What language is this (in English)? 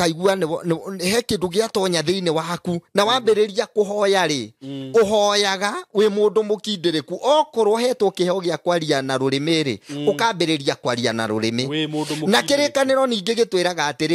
Kikuyu